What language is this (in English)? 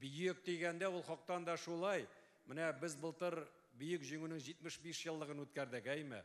Tatar